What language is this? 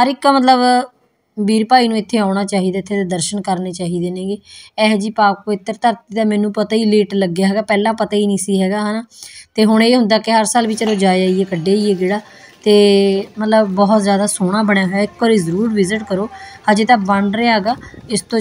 Punjabi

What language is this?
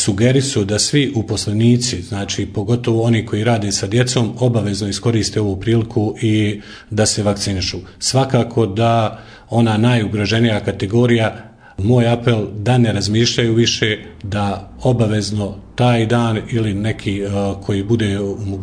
Bosnian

